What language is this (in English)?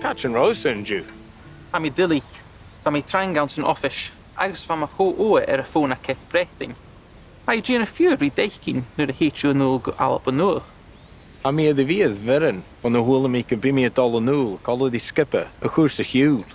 Scottish Gaelic